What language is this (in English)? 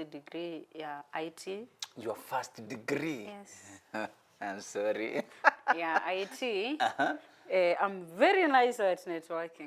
Kamba